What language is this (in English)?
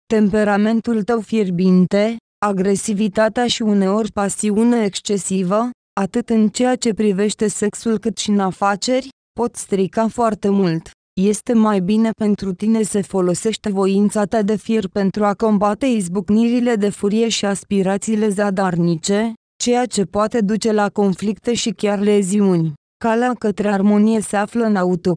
Romanian